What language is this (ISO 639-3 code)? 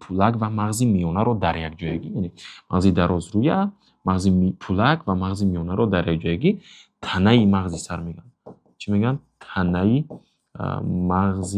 tgk